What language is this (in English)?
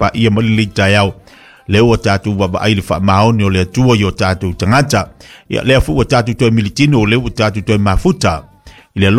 Samoan